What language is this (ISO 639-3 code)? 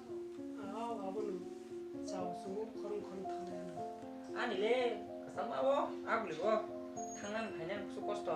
trp